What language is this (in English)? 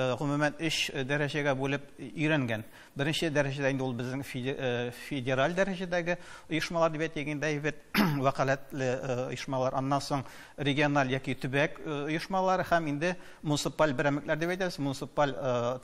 Tatar